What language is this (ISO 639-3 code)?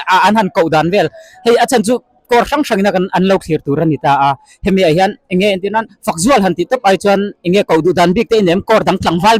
lus